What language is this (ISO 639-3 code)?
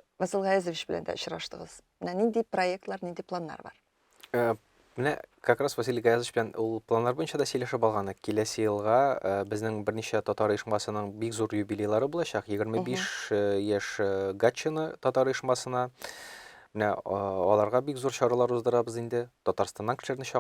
tat